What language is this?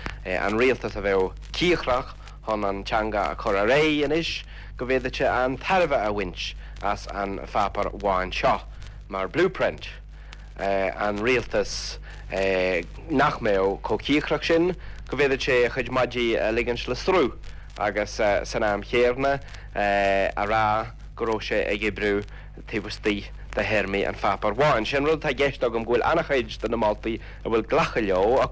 Irish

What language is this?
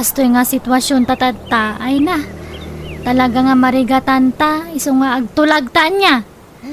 Iloko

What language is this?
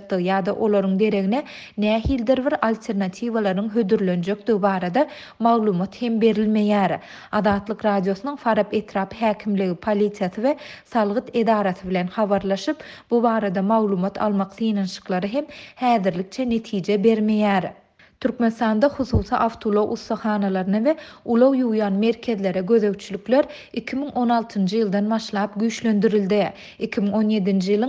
Turkmen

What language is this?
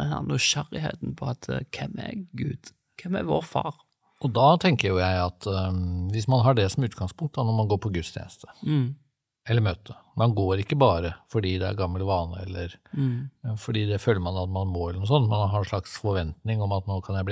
Norwegian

